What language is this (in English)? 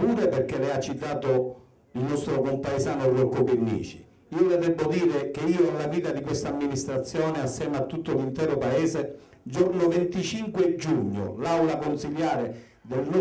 Italian